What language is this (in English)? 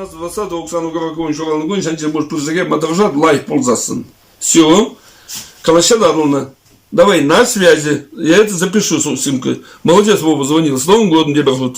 Chuvash